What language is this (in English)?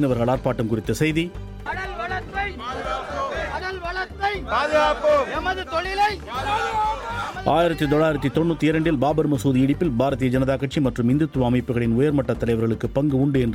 Tamil